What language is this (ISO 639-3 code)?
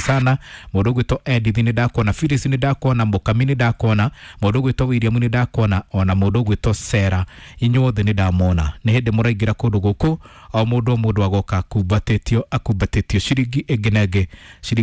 kik